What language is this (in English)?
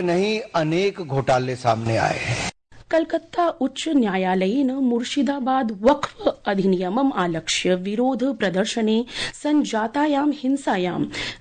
Sanskrit